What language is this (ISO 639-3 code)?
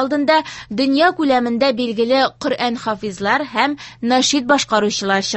tat